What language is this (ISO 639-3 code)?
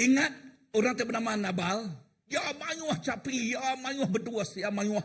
iba